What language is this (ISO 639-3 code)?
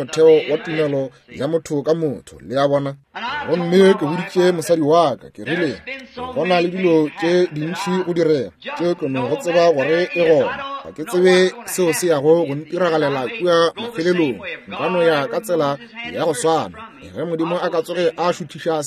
nso